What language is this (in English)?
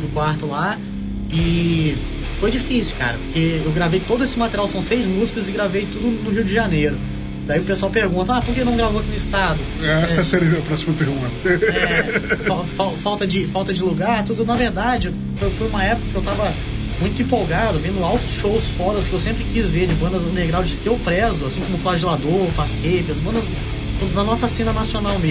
Portuguese